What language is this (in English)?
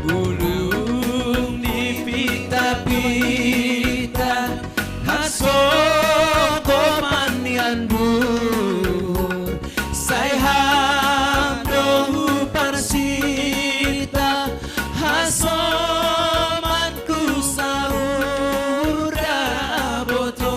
Batak Simalungun